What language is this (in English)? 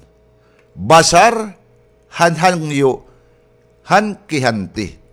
Waray